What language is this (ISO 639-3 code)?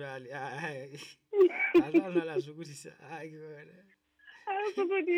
sot